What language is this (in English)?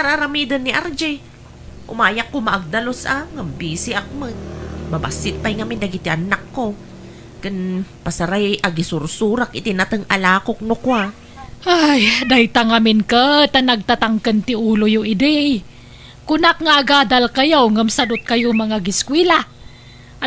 Iloko